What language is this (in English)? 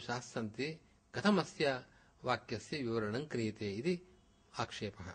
Sanskrit